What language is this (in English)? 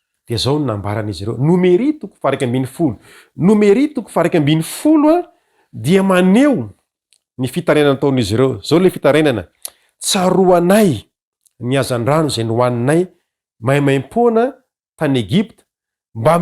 Malagasy